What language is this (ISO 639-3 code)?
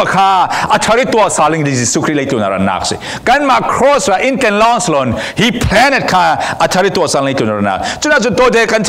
cfm